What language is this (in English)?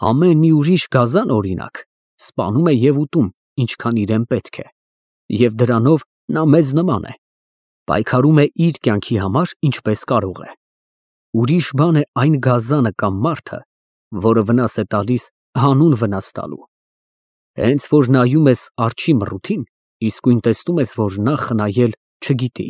Armenian